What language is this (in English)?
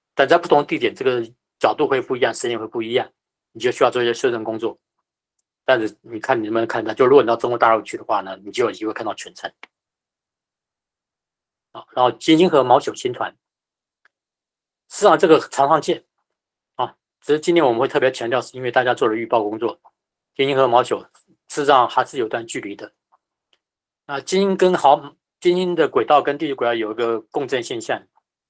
Chinese